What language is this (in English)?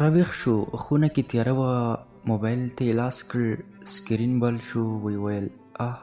Pashto